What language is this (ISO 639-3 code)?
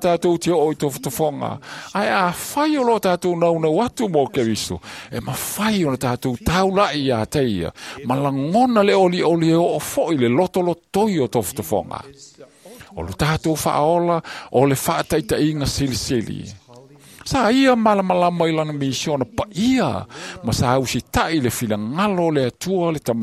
smo